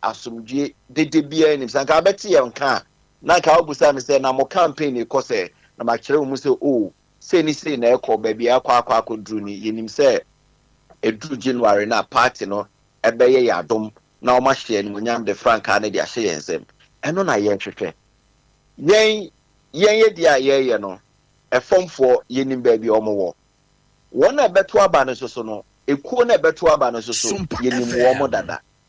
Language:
Akan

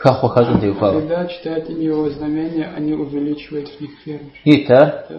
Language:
Kabardian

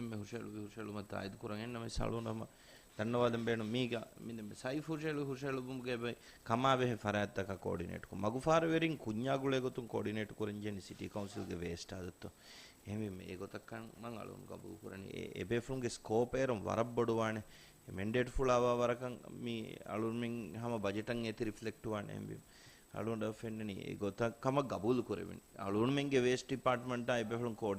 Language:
Divehi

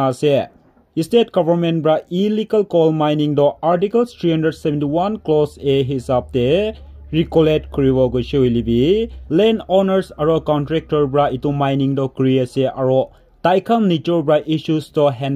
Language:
Naga Pidgin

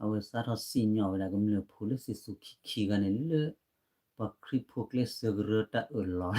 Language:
S'gaw Karen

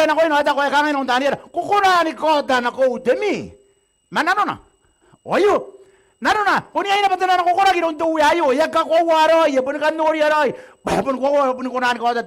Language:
Gilbertese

